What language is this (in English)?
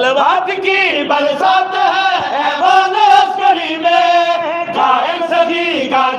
Saraiki